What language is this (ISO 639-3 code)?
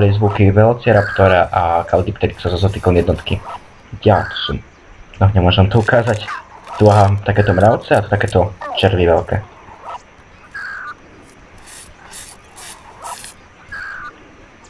slk